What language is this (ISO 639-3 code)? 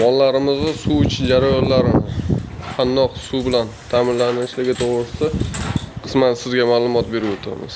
uzb